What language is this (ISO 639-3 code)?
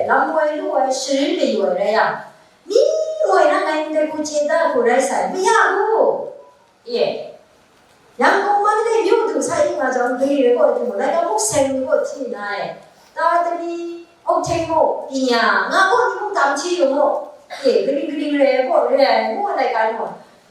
kac